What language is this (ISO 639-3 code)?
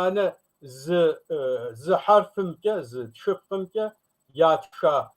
kbd